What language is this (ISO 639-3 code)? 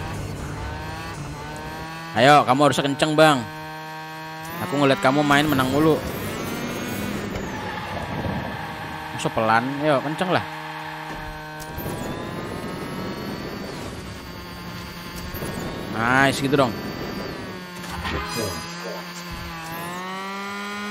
ind